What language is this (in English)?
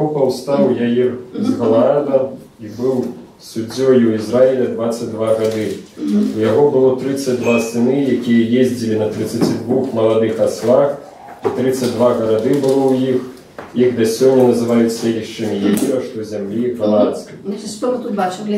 Belarusian